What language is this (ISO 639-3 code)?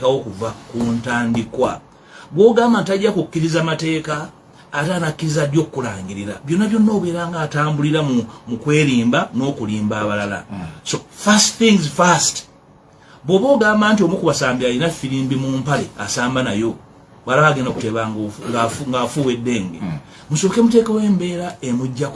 lug